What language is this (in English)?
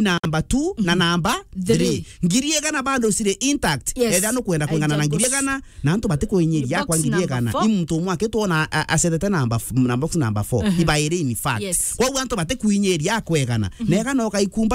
Meru